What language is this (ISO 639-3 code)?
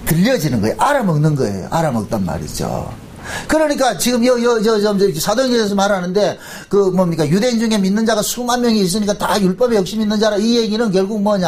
kor